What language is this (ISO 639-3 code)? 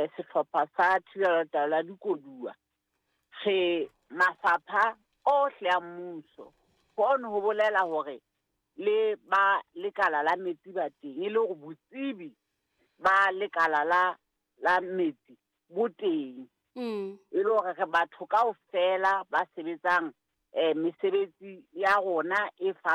sot